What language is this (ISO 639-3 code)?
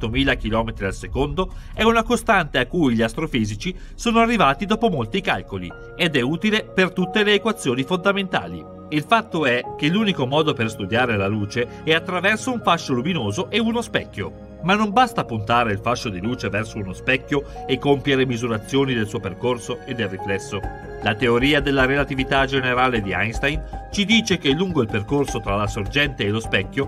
ita